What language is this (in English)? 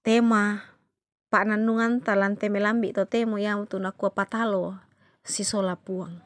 Toraja-Sa'dan